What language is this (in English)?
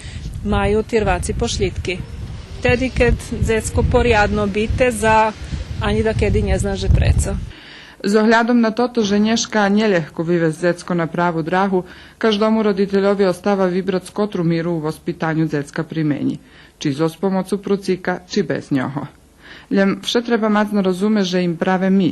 Rusyn